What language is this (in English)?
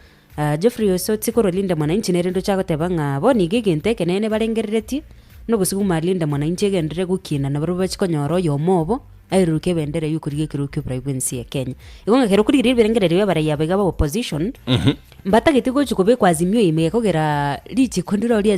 Gusii